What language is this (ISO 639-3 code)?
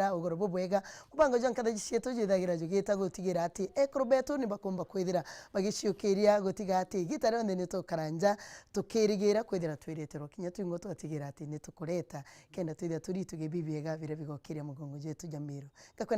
mer